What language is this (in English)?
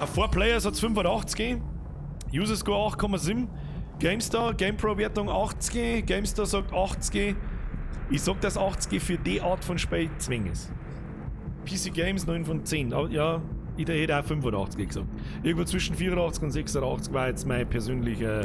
Bavarian